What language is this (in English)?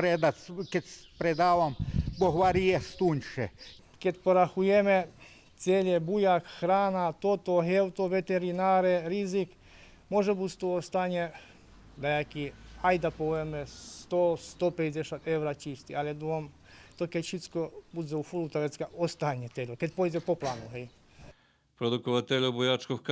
Rusyn